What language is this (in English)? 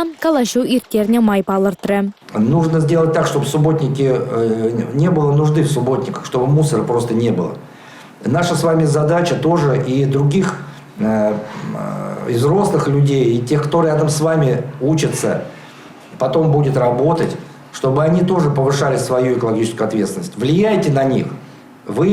Chuvash